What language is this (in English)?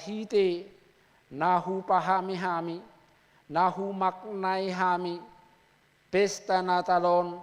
Batak Toba